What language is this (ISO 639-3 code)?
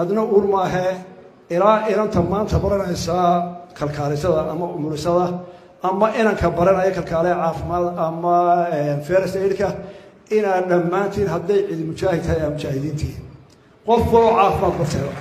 som